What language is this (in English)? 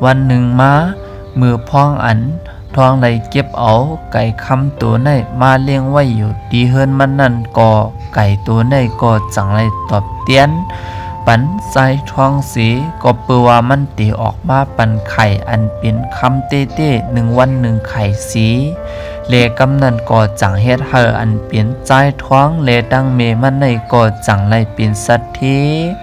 Shan